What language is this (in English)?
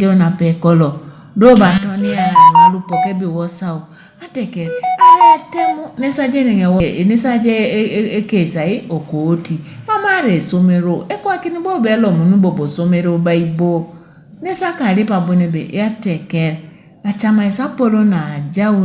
Teso